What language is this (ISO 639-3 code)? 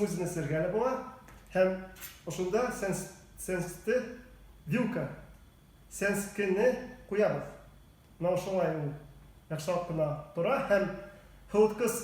bak